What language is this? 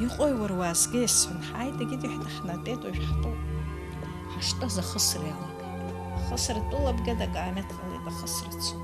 Abkhazian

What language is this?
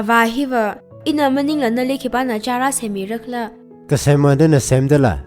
Tangkhul Naga (India)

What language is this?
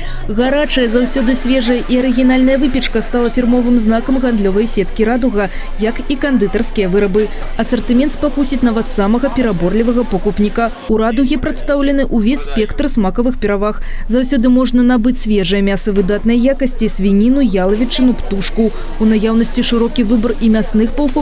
Belarusian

